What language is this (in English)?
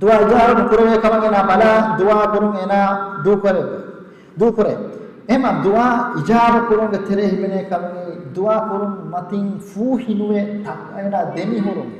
Divehi